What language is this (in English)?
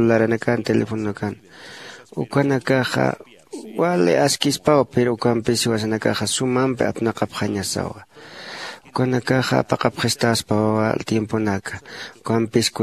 Aymara